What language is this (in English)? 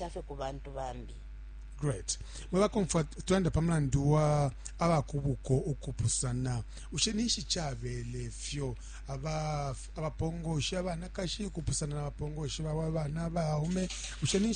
Bemba